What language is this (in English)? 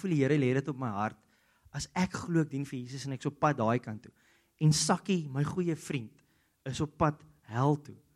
Afrikaans